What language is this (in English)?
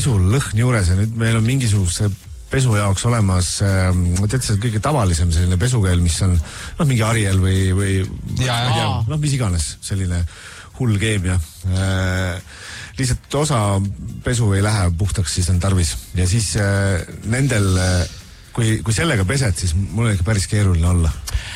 Estonian